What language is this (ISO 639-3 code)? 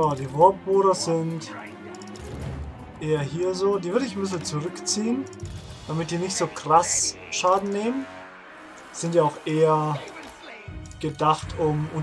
deu